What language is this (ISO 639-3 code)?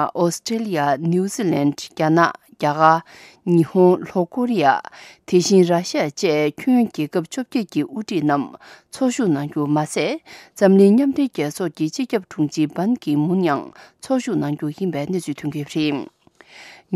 bod